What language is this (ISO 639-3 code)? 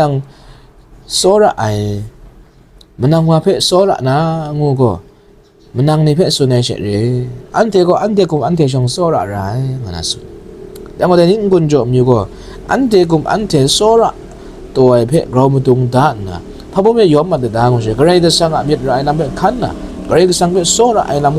kac